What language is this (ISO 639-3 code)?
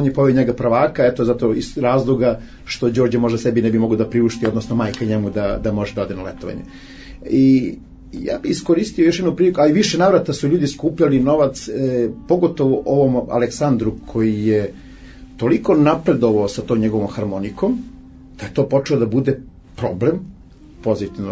srp